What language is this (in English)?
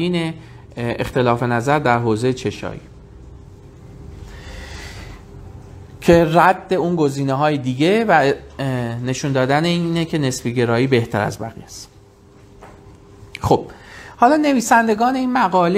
Persian